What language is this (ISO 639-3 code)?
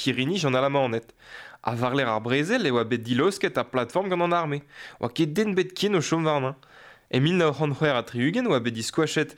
bre